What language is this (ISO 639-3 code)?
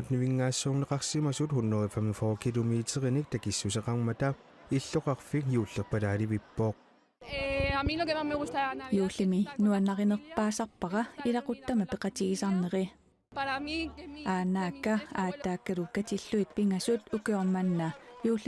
kal